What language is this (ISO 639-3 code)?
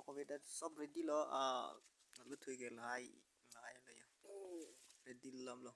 mjw